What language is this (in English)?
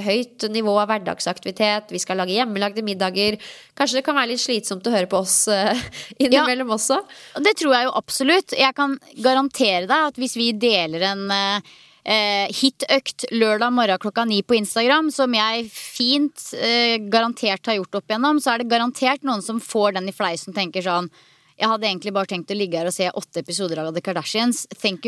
Norwegian